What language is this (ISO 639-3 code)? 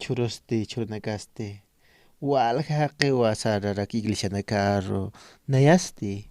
aym